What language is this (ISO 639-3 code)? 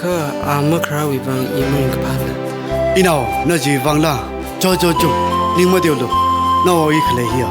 nmf